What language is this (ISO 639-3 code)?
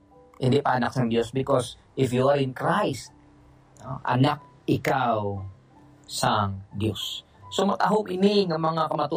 hil